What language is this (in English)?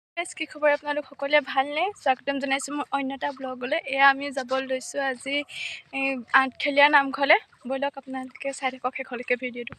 Assamese